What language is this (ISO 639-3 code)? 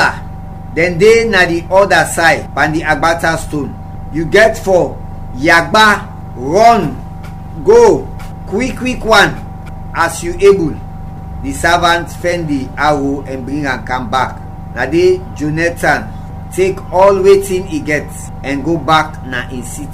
kri